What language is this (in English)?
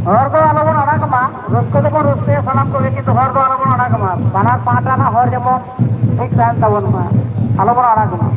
Santali